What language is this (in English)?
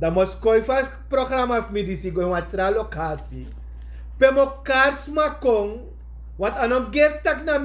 Sranan Tongo